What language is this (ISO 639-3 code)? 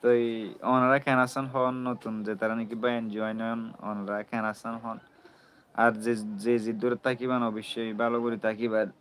rhg